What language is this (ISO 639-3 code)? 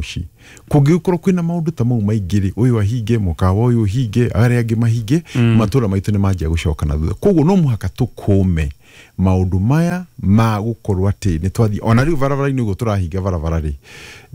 kik